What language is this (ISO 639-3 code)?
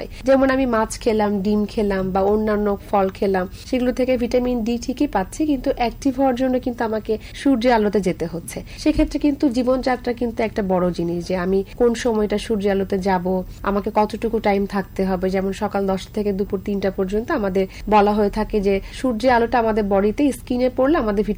ben